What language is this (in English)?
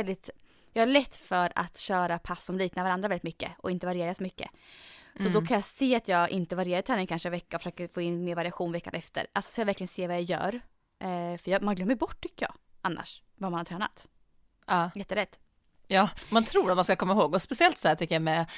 Swedish